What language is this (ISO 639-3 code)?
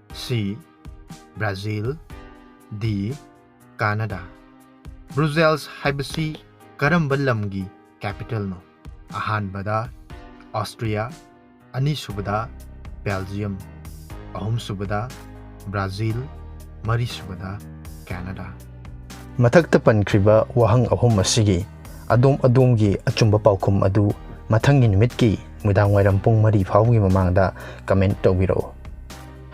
mni